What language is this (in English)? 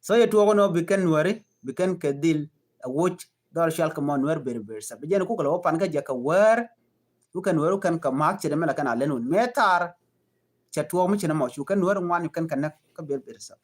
Nuer